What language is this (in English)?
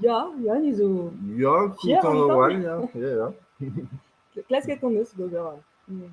Breton